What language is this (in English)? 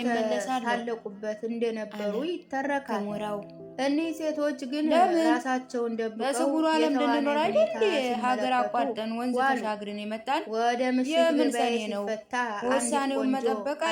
Amharic